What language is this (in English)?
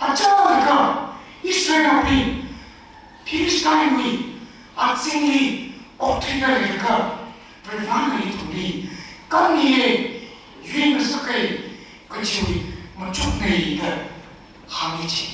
Tangkhul Naga (India)